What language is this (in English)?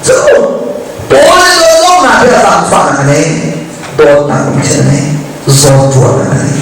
Hakha Chin